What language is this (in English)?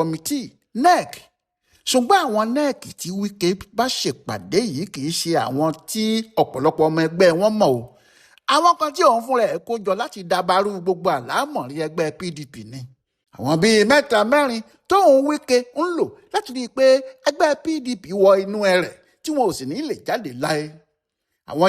Yoruba